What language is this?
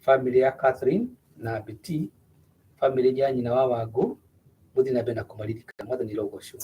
Kikuyu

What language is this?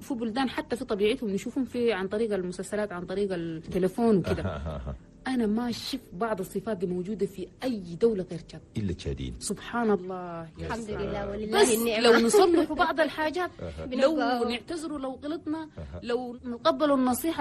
Chadian Arabic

